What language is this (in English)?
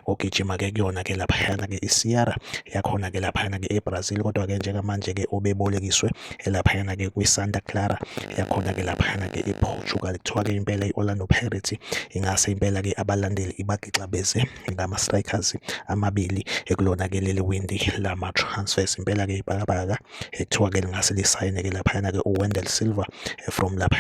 Zulu